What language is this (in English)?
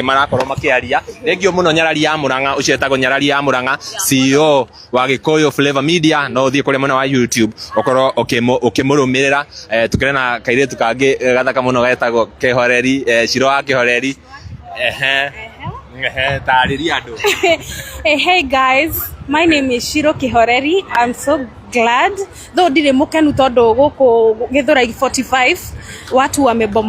Kikuyu